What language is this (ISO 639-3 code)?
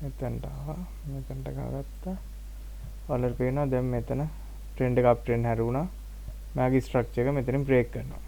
sin